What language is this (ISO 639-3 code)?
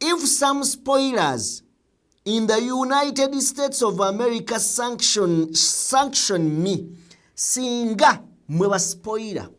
lug